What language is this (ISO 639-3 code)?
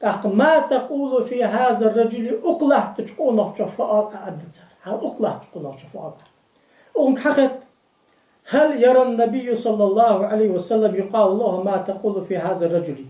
inh